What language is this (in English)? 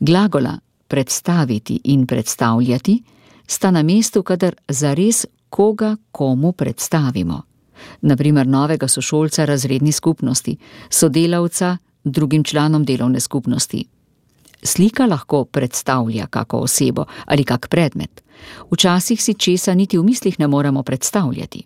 Slovenian